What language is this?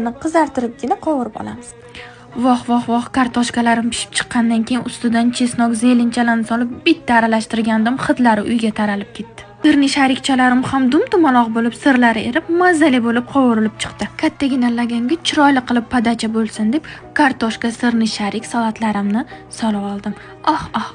Uzbek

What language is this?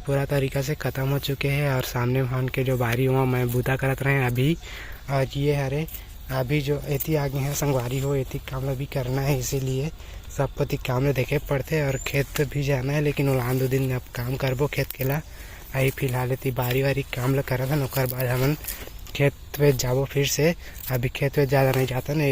Chhattisgarhi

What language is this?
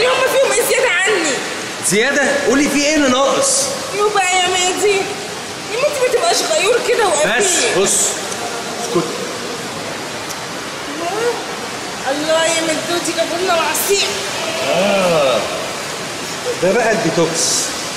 Egyptian Arabic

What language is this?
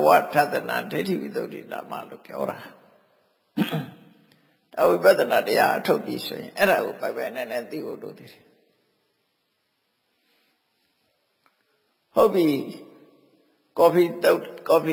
Burmese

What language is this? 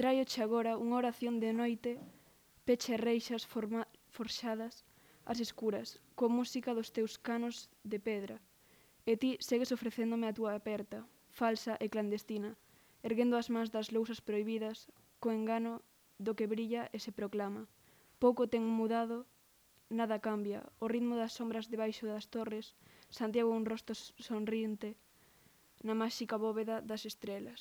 Galician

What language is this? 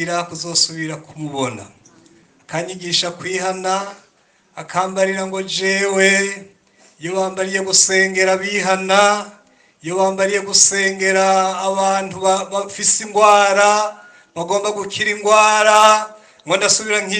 Rundi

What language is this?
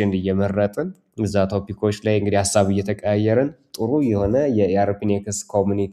Amharic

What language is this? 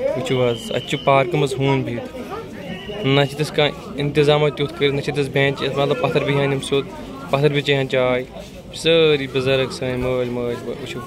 Kashmiri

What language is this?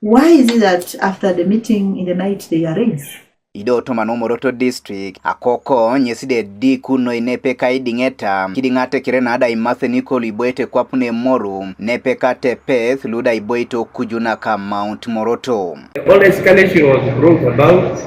Teso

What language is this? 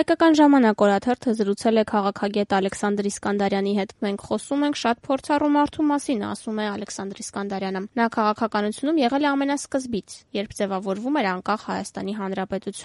Armenian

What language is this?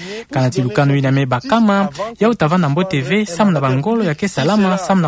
Kituba (Democratic Republic of Congo)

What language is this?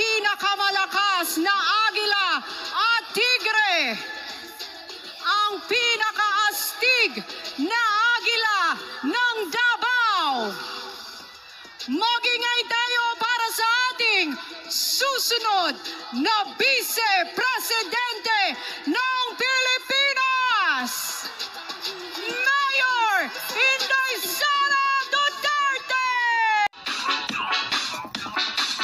Filipino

